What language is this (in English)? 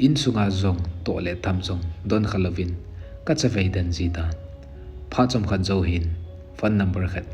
Thado Chin